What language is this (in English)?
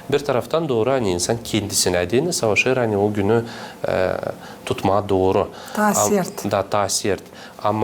Gagauz